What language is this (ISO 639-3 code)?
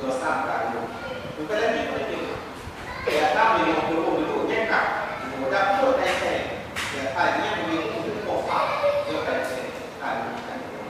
ace